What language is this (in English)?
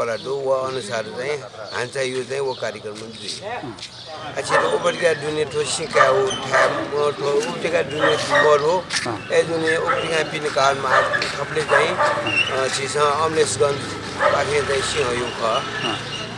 Newari